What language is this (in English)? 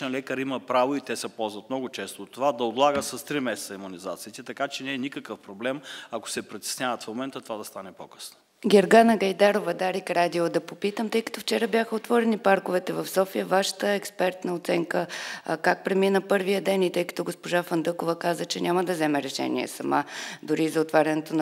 Bulgarian